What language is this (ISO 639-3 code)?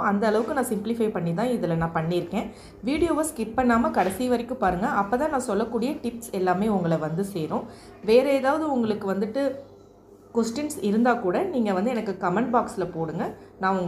tam